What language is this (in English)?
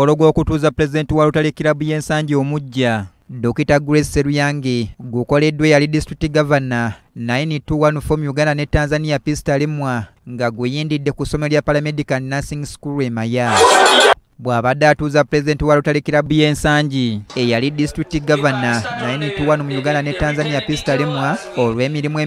Ganda